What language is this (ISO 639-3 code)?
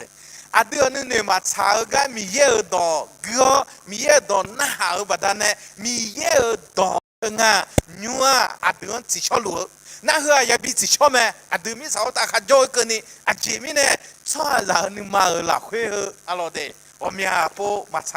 ahk